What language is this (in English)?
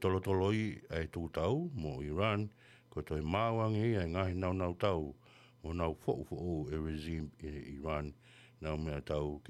Tongan